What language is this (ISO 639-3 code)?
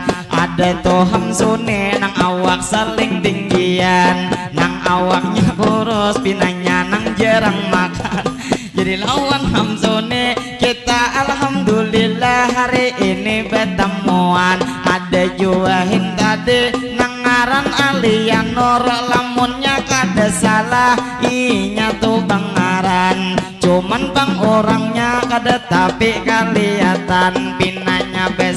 bjn